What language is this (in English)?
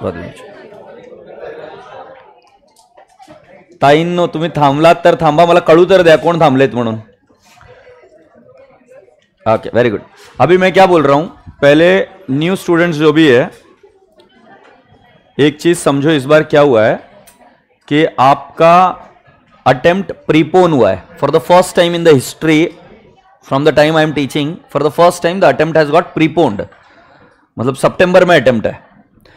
Hindi